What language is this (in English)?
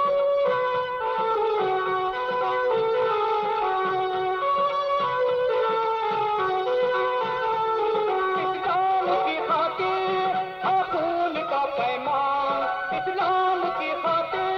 Urdu